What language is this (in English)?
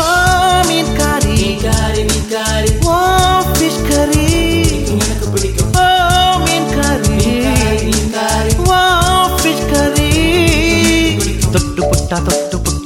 Tamil